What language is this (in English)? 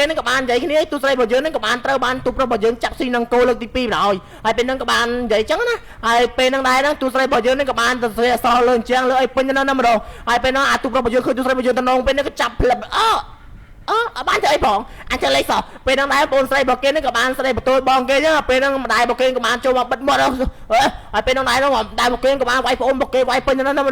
Khmer